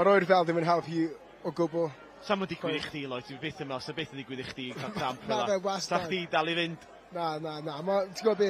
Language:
Welsh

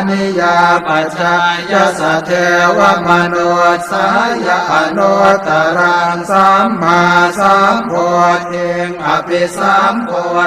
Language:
Pali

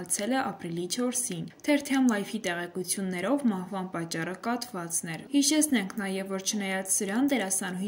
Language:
Armenian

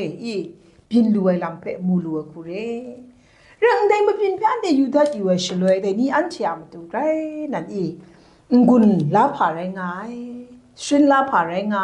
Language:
Kachin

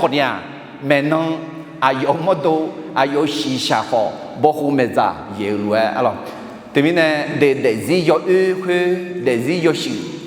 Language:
Akha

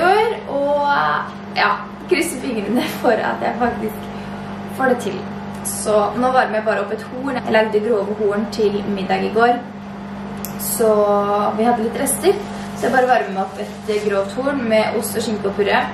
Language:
Norwegian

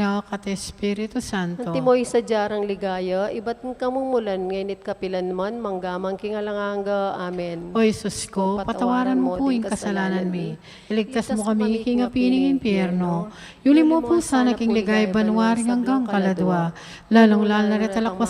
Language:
Pampanga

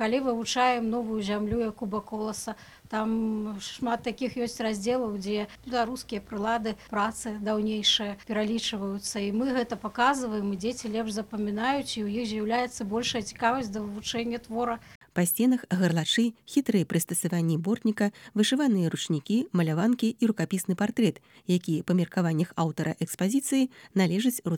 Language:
Belarusian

